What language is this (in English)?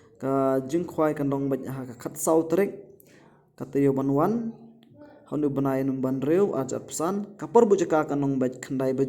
Khasi